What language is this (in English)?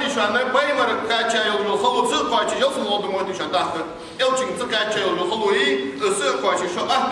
Ingush